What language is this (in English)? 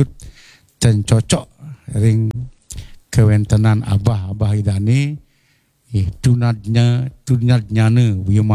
Balinese